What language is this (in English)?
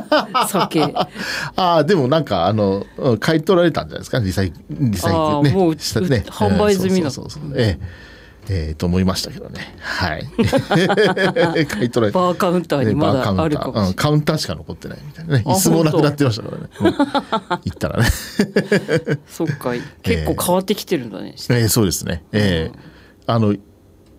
Japanese